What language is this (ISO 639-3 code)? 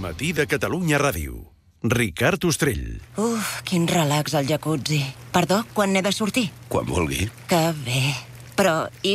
cat